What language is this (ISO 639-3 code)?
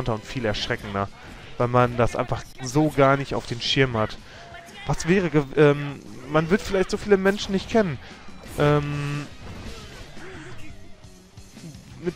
deu